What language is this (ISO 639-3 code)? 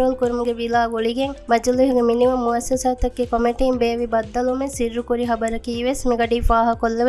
div